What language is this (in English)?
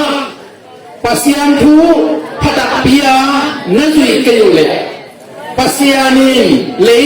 Tedim Chin